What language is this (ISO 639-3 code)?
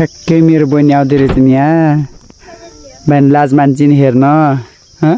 nep